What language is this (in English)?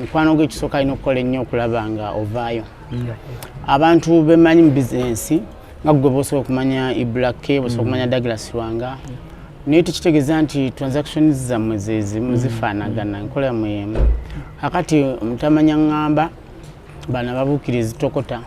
Ganda